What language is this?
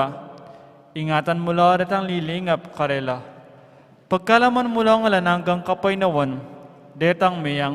Pampanga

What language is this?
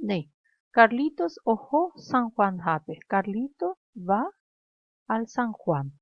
Guarani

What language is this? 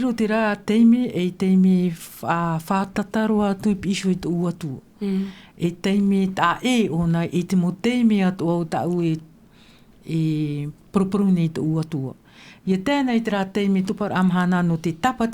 Tahitian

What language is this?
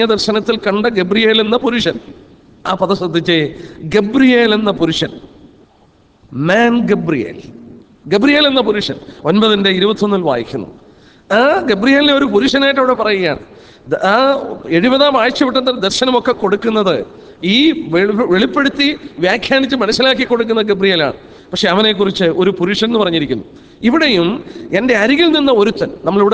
Malayalam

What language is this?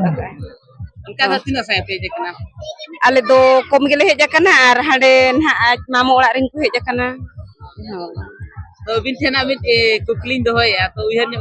Santali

